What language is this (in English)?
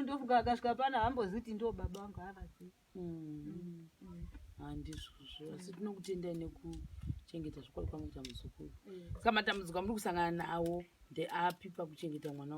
Shona